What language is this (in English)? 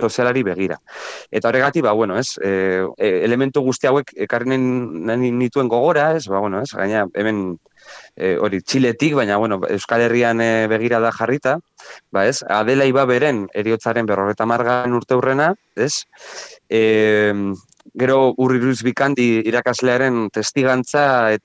Basque